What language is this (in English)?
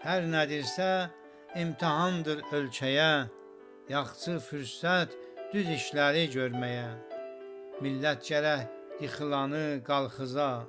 South Azerbaijani